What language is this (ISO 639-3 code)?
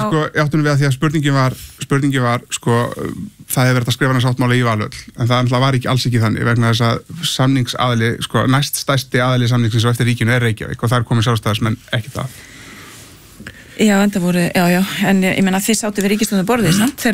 isl